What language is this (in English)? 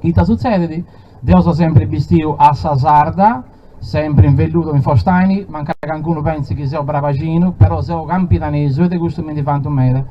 Sardinian